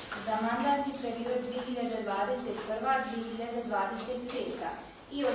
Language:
Bosnian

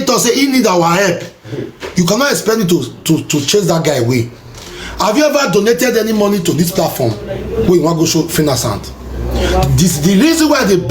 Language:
Nigerian Pidgin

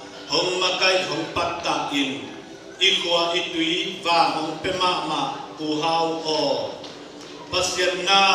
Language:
Tedim Chin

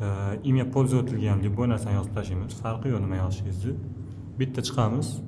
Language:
Uzbek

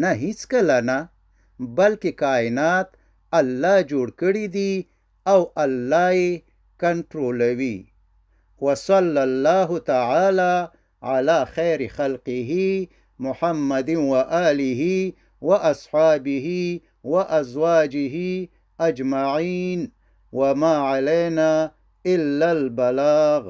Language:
Pashto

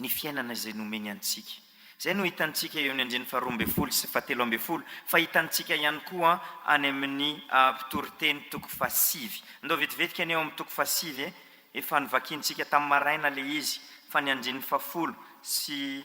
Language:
Malagasy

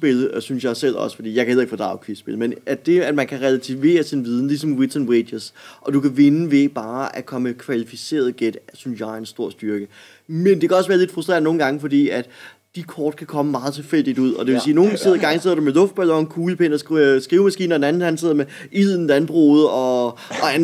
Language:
Danish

